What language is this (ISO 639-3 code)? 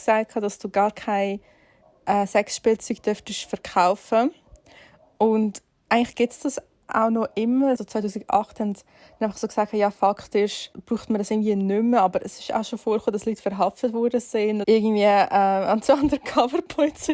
gsw